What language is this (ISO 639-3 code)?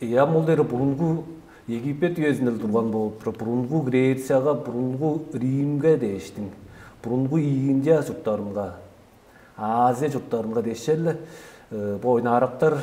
tyv